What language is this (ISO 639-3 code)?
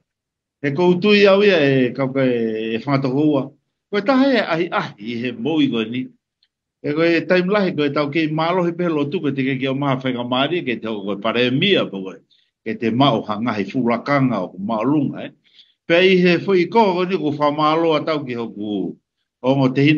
ton